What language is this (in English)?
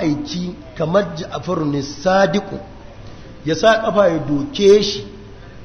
Hausa